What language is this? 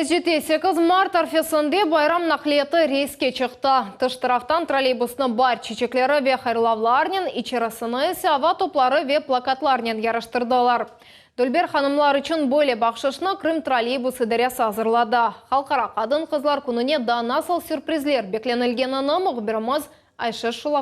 Crimean Tatar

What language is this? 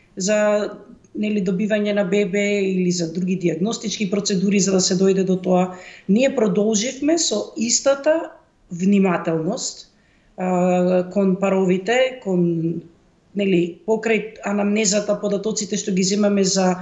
Macedonian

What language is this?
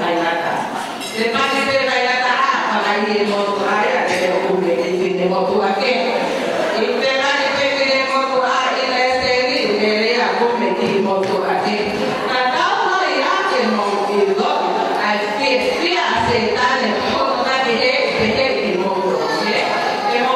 Tongan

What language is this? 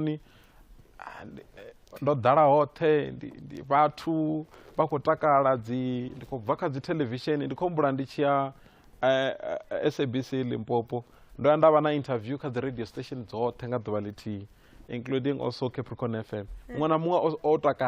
Venda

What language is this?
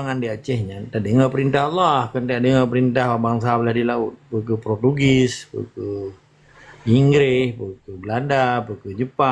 Achinese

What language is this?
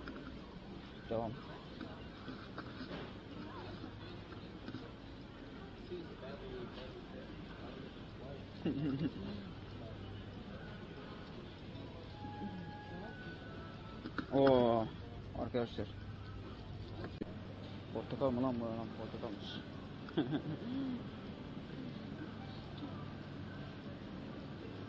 Turkish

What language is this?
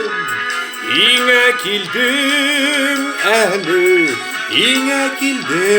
Bashkir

